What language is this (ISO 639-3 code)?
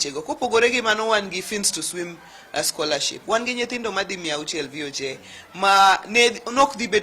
luo